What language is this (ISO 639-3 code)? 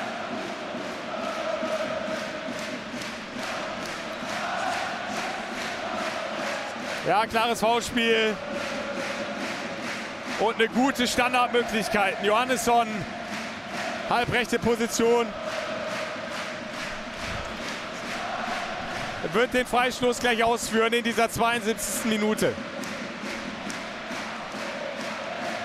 deu